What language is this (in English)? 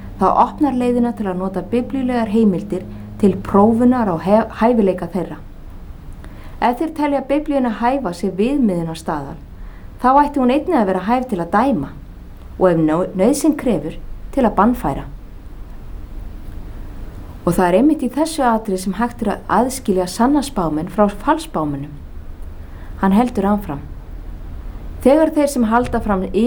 Icelandic